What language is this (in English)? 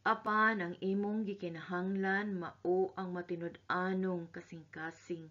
Cebuano